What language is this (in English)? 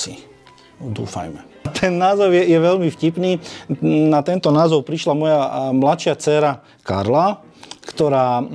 Slovak